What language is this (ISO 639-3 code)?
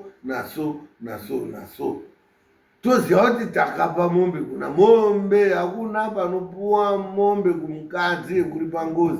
sna